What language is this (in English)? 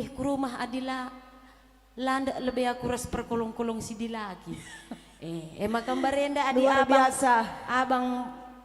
Batak Karo